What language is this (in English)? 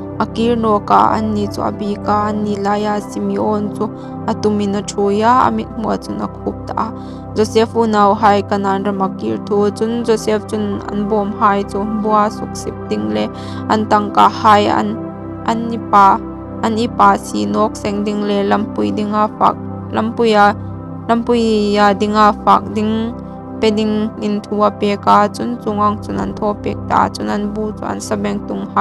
Hmar